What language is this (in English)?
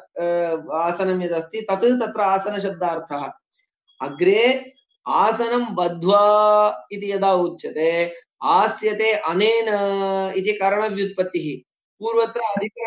Sanskrit